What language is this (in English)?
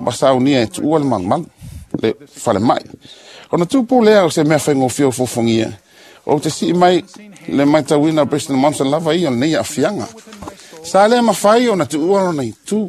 Samoan